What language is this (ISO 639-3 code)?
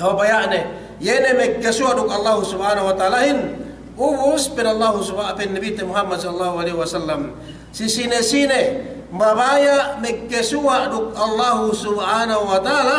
yka